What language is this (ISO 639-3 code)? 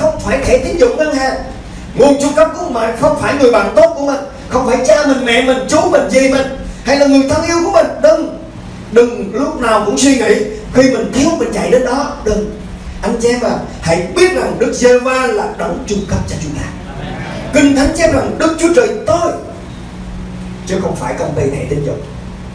vie